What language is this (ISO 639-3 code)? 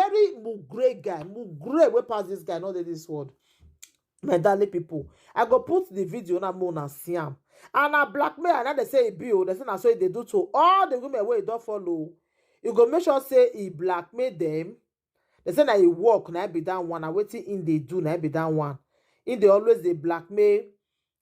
pcm